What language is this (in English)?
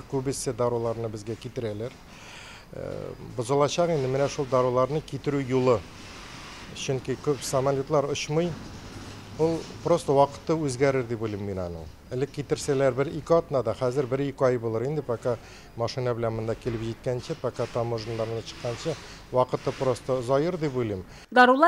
Tatar